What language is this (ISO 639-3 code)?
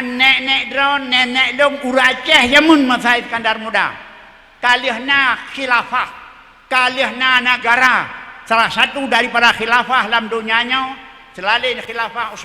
ace